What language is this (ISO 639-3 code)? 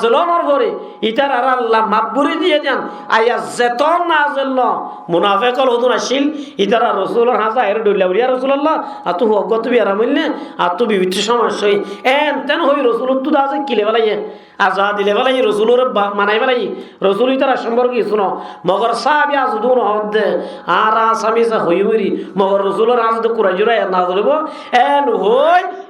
rhg